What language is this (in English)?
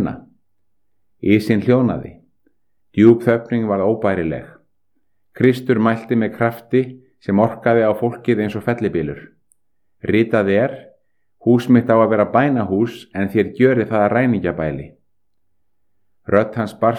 Icelandic